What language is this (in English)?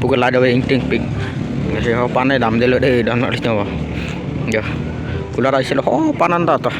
Karbi